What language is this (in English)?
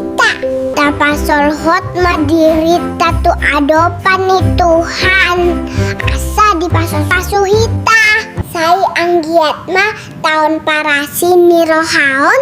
Batak Toba